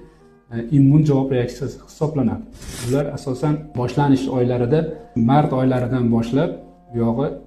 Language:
Uzbek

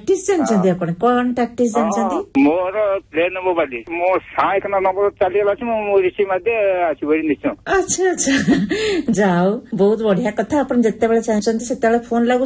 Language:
Odia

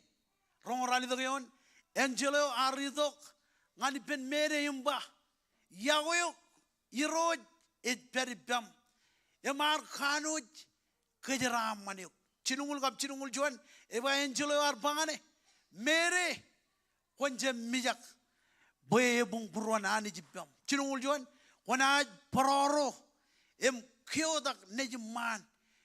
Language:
Marshallese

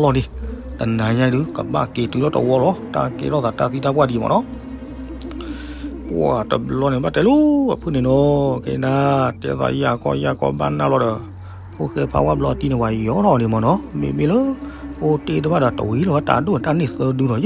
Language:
S'gaw Karen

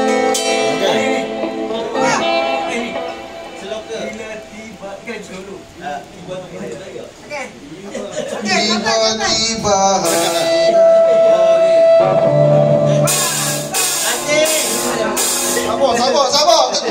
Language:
Malay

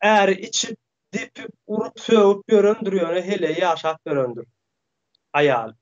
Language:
Turkmen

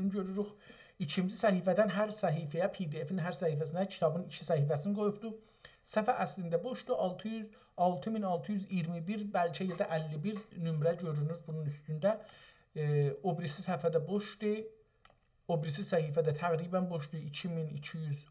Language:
South Azerbaijani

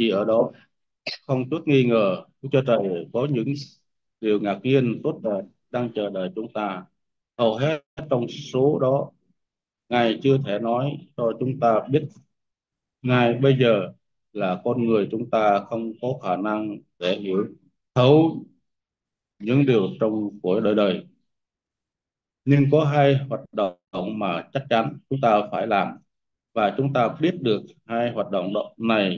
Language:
Vietnamese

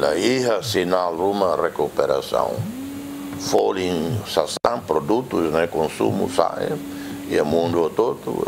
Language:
Tetum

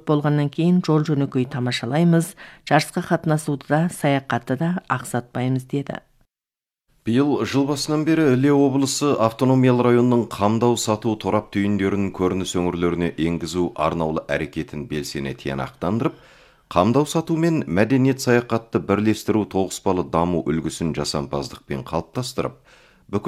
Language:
Kazakh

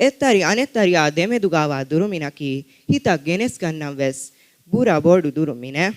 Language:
Divehi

